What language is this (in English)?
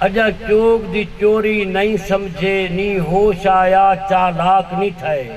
Saraiki